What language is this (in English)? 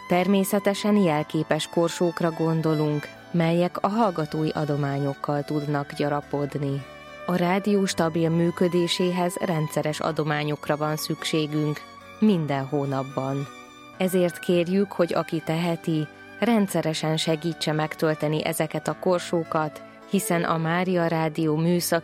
Hungarian